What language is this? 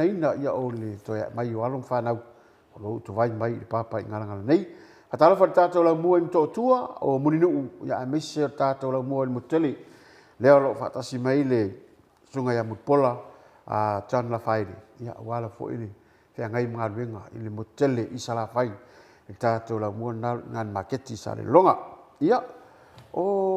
Samoan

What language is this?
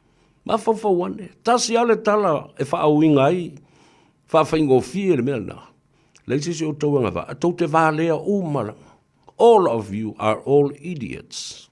Samoan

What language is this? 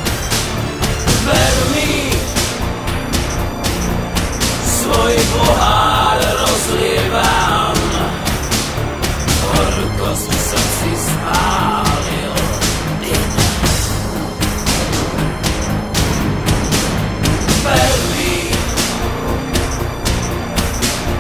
Slovak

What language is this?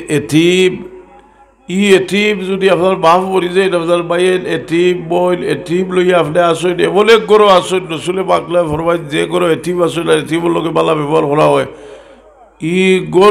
Sylheti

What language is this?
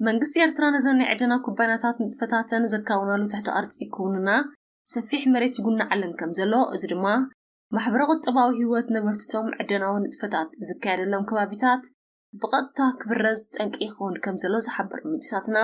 Tigrinya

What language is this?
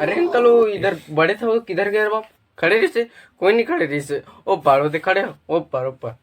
Chhattisgarhi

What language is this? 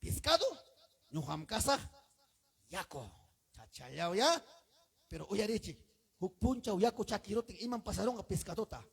Ayacucho Quechua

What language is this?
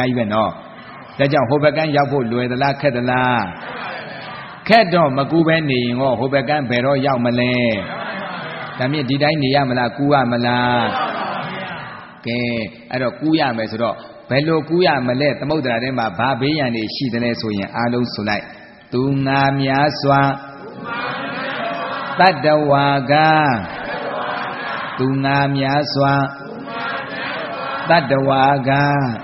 Burmese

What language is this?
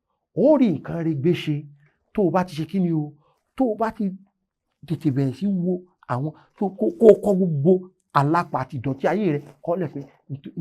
Yoruba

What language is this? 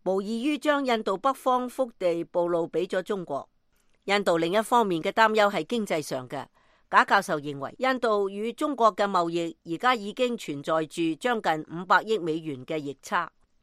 Cantonese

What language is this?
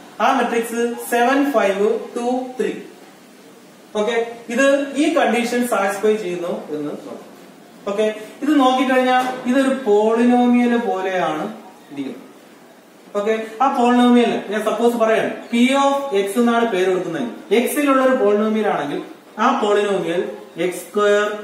Malayalam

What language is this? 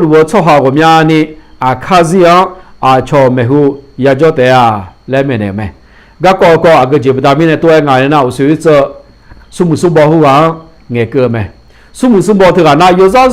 Akha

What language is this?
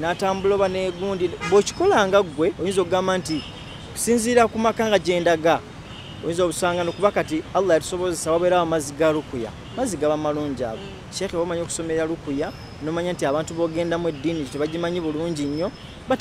Ganda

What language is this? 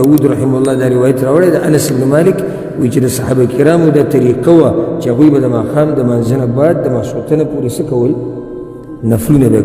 Pashto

